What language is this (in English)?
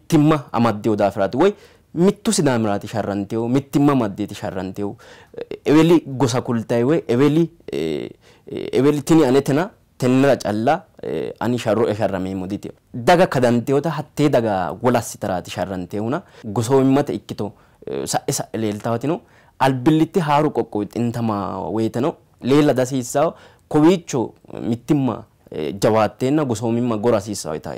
Sidamo